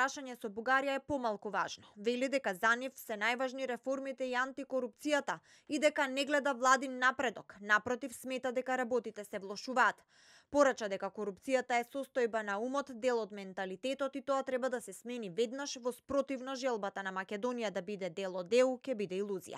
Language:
Macedonian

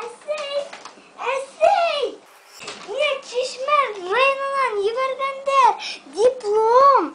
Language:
Bashkir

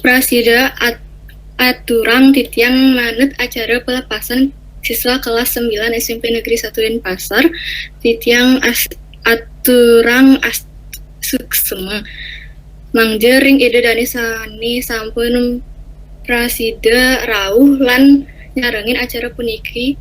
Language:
Balinese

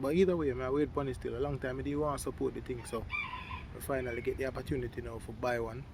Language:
Jamaican Creole English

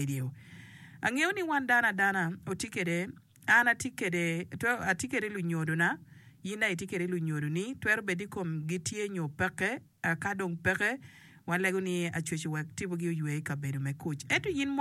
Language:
Acoli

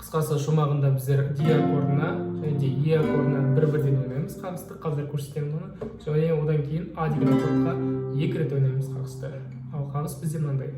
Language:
Kazakh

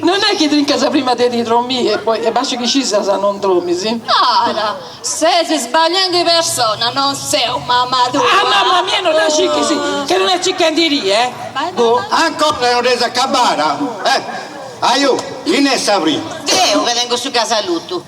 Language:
Sardinian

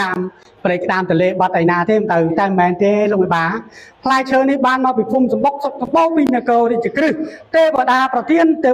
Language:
Khmer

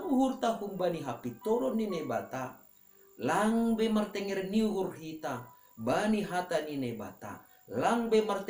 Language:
Batak Simalungun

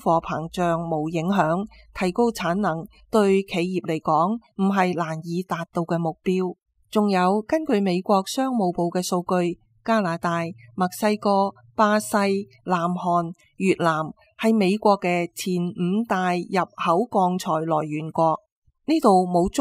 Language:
Cantonese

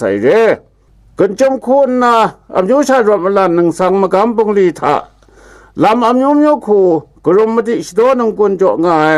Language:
Kachin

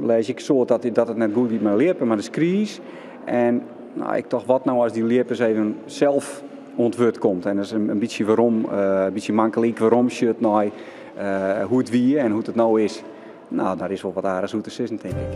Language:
Western Frisian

